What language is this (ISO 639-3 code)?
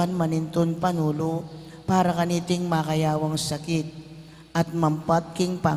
pam